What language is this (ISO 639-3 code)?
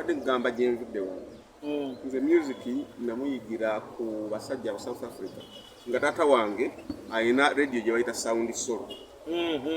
lug